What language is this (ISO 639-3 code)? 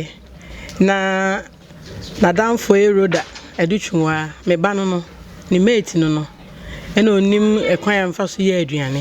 aka